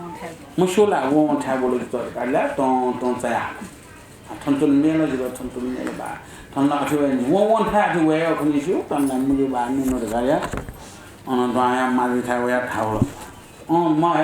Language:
Newari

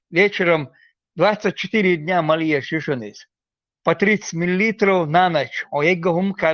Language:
Chechen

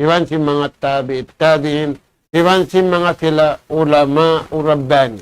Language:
Tausug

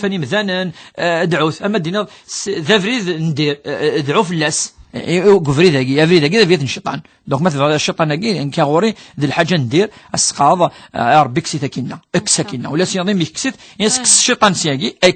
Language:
Kabyle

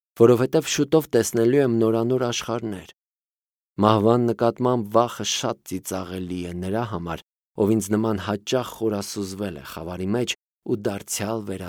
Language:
Armenian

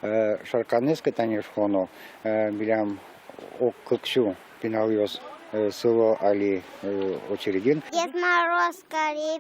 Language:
Udmurt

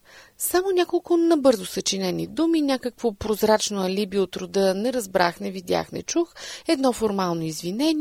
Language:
Bulgarian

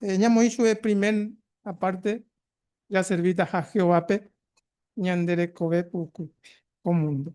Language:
Guarani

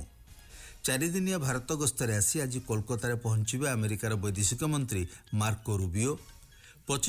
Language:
Odia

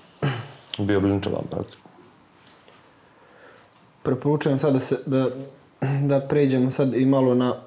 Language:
Bosnian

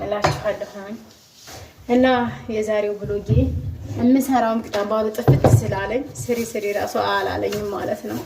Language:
Amharic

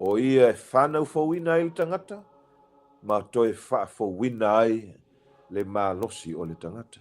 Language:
Samoan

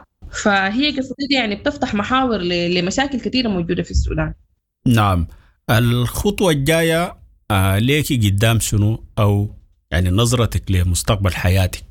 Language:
Sudanese Arabic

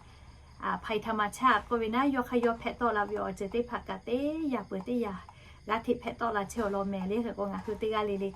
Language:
Lahu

